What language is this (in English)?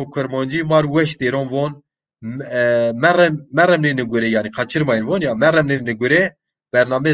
Zaza